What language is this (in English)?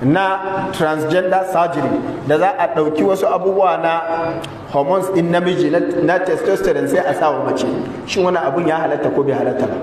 Hausa